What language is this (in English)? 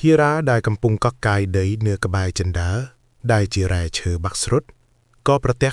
Khmer